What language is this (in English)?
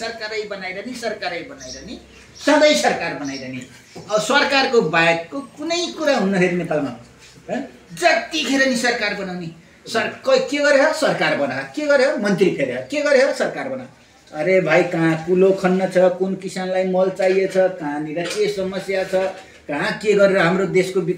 Nepali